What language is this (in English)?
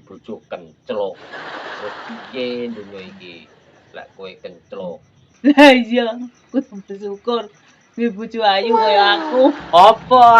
Javanese